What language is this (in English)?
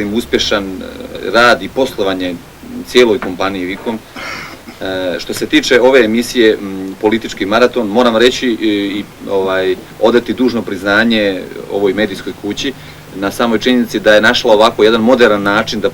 Serbian